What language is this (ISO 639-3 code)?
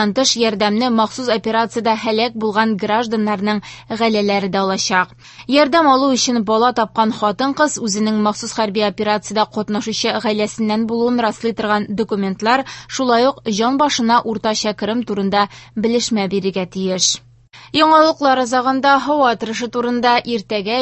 tat